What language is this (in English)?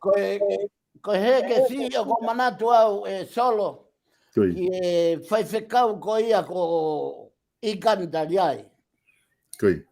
Tongan